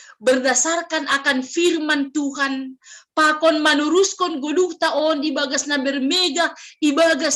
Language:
Batak Simalungun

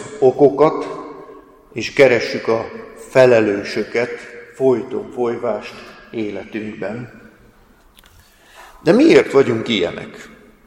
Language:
Hungarian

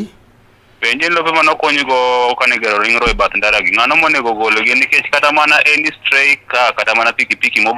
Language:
Luo (Kenya and Tanzania)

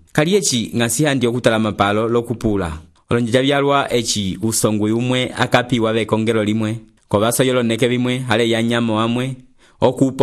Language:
Umbundu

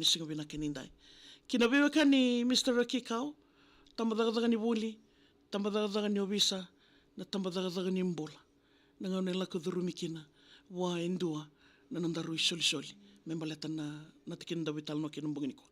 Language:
Fijian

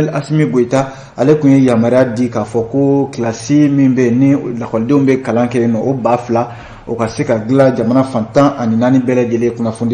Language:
Bambara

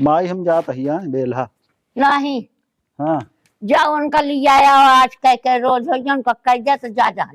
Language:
Awadhi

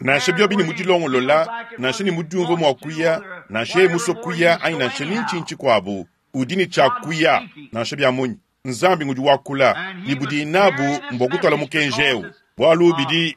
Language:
Luba-Lulua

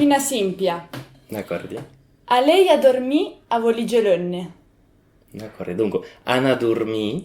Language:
Occitan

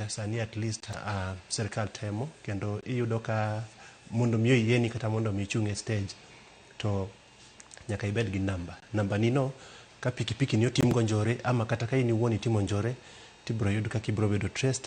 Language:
Luo (Kenya and Tanzania)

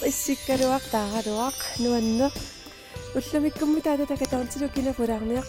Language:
Kalaallisut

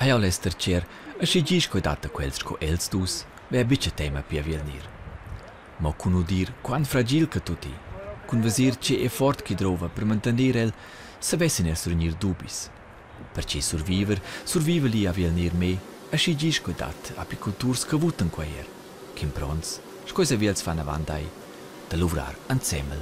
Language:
Romansh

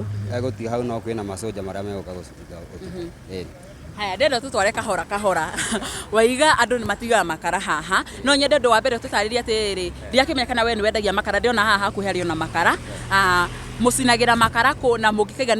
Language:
Kikuyu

